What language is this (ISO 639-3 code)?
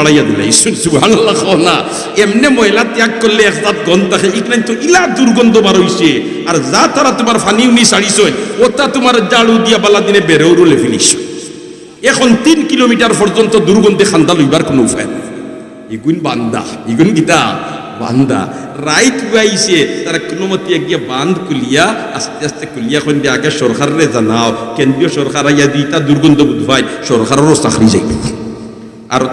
syl